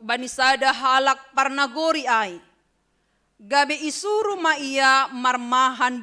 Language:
Batak Simalungun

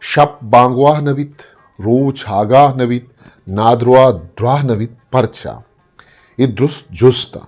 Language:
Eastern Balochi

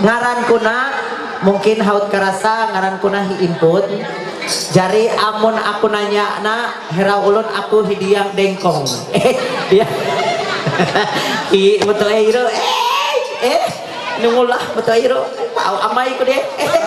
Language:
Ma'anyan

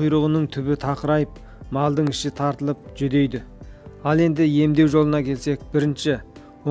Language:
Kazakh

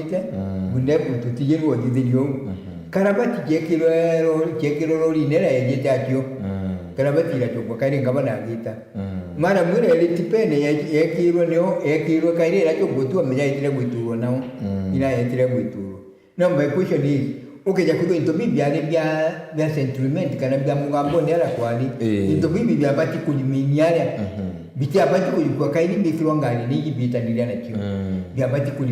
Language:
Meru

